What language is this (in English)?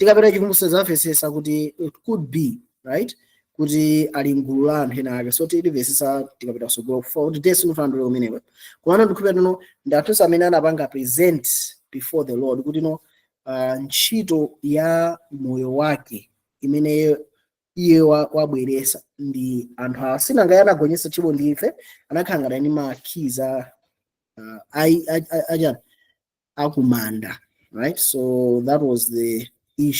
Nyanja